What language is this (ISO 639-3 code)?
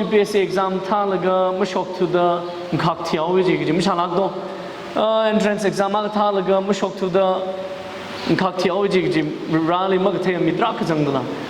nmf